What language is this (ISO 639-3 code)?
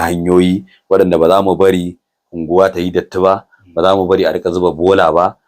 hau